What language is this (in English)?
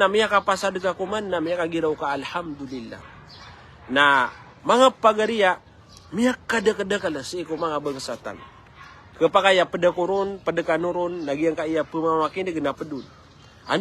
Maranao